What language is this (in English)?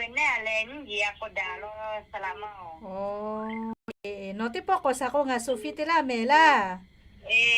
Lahu